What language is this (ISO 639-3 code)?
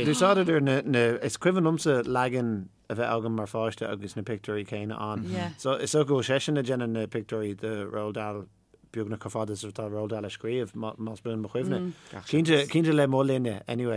gle